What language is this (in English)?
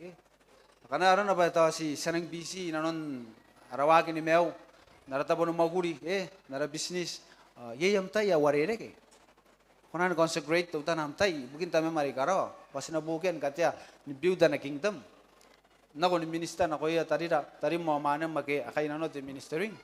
Gilbertese